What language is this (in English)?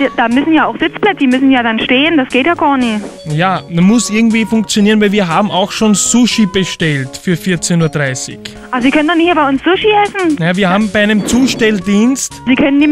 German